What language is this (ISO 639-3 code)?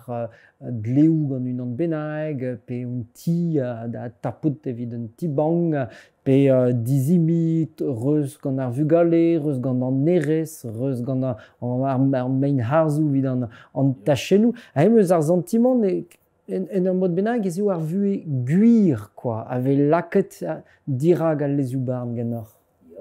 bre